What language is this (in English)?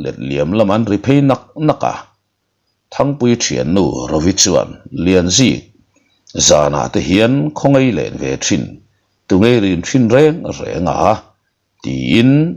Mizo